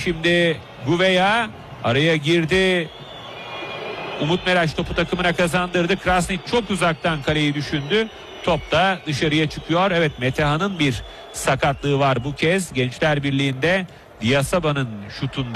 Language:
Turkish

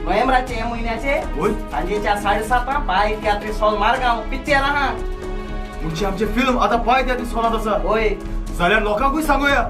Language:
Konkani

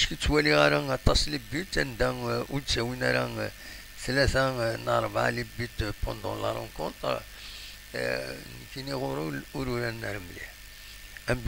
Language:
Kabyle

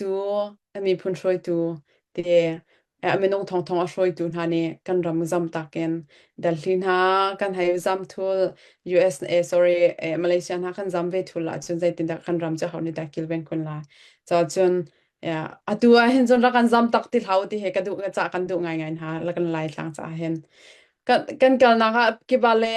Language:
Hakha Chin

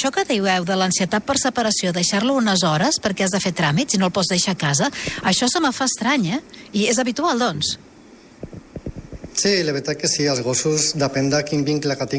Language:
Catalan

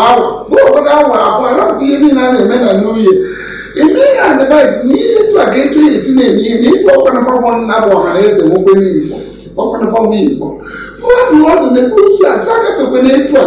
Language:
Igbo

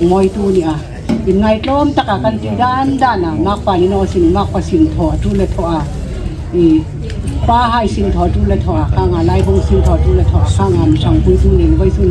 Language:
Hmar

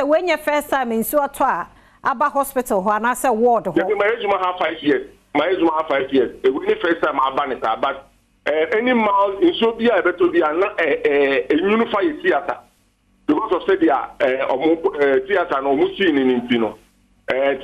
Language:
Akan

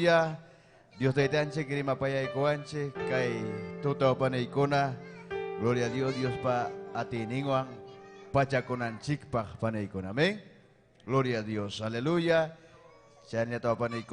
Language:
Ayacucho Quechua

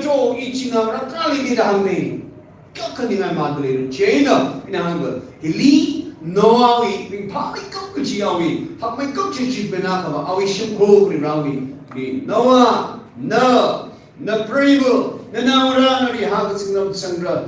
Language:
Tangkhul Naga (India)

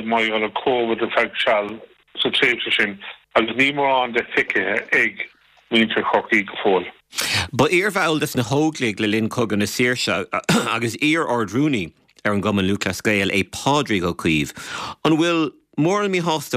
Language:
Irish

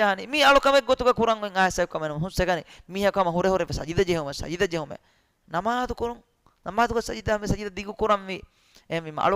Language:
Divehi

